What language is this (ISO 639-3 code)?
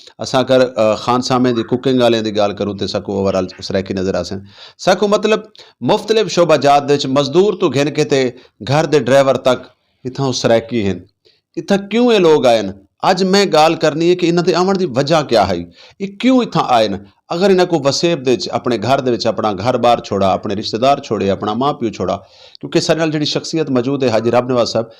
skr